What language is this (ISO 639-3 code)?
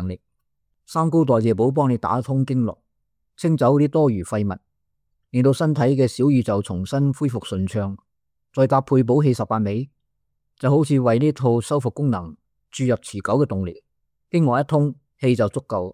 yue